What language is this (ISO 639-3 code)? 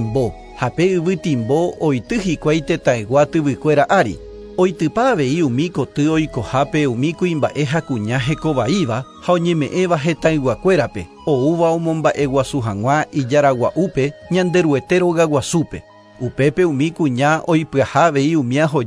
grn